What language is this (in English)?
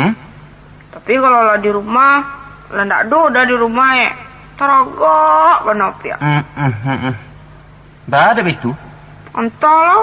Minangkabau